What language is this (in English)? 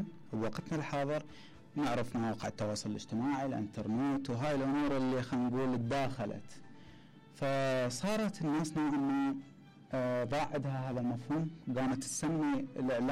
Mesopotamian Arabic